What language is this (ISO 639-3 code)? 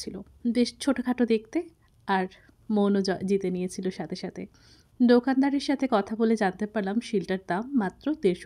ben